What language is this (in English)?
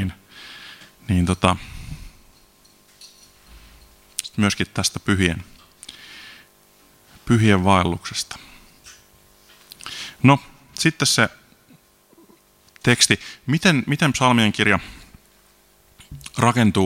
Finnish